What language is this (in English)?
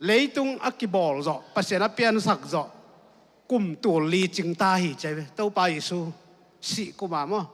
Tedim Chin